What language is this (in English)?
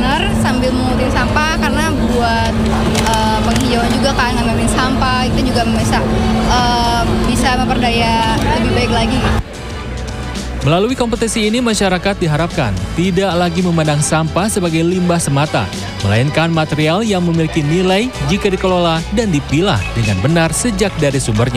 Indonesian